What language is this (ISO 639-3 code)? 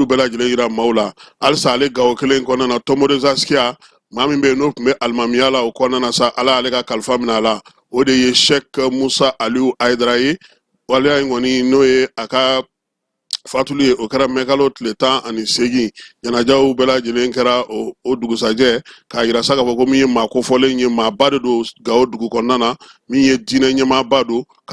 bam